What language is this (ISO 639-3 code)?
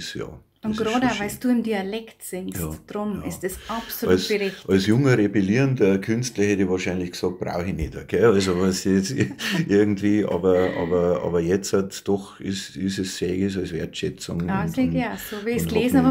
bar